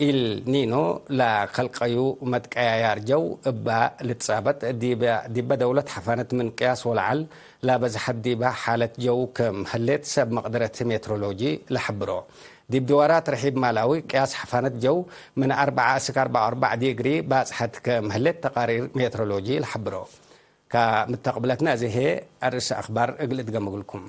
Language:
Tigre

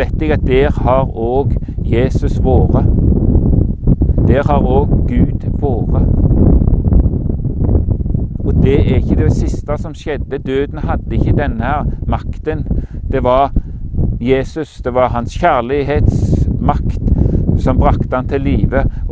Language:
Norwegian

